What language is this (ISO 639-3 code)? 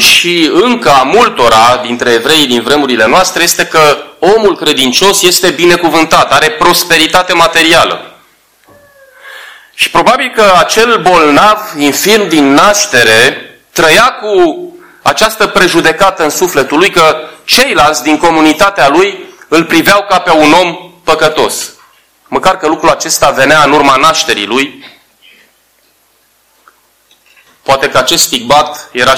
ron